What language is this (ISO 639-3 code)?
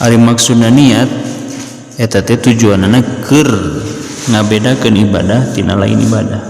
sun